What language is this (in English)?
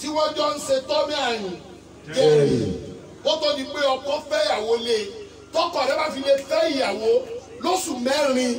Yoruba